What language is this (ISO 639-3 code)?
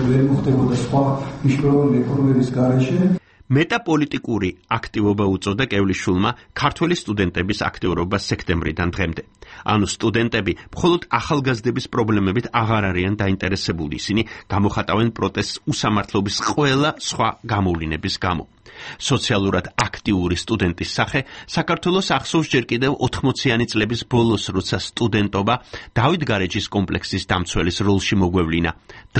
kat